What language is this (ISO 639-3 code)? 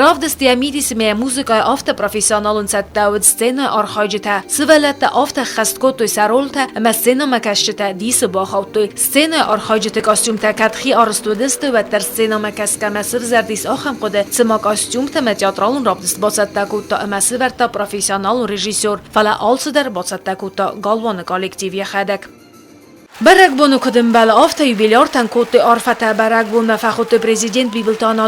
oss